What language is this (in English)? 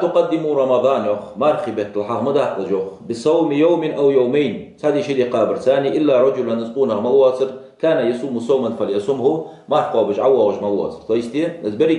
Ingush